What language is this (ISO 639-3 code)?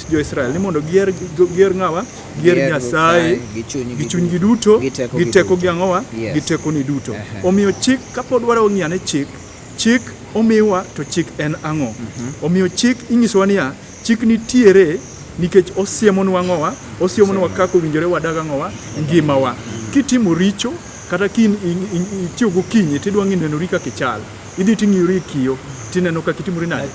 luo